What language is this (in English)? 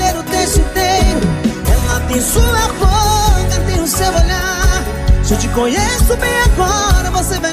Portuguese